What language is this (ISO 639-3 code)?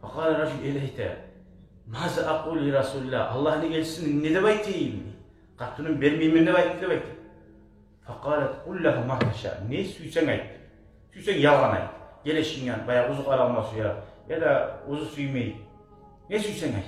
kum